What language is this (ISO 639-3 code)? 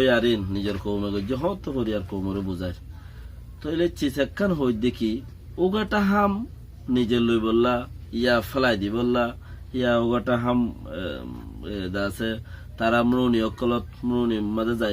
rhg